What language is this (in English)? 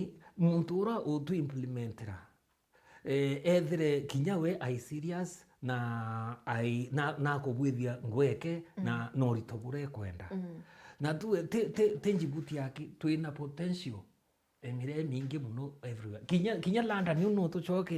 Meru